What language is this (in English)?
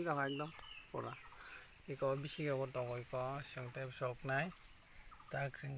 Kok Borok